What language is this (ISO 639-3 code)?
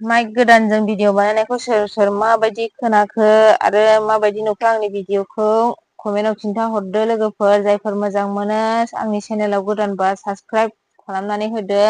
brx